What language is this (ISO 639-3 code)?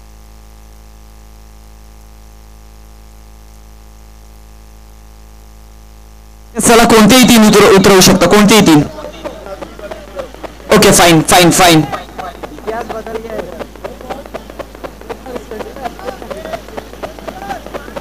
mar